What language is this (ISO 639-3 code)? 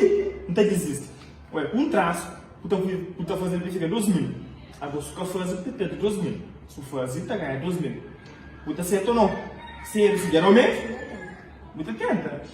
kea